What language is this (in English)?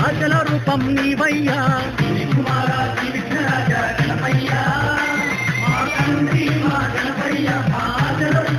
Telugu